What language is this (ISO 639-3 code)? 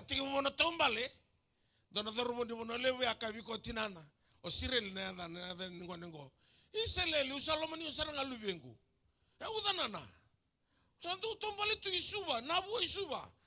fij